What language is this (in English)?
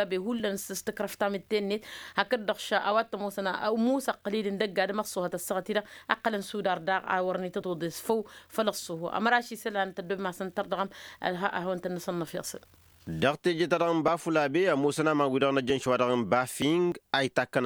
Tamasheq